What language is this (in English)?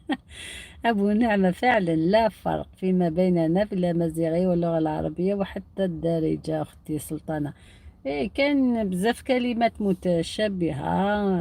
Algerian Arabic